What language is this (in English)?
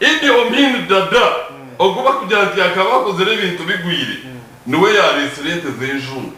Nyankole